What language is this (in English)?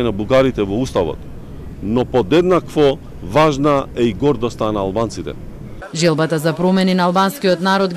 Macedonian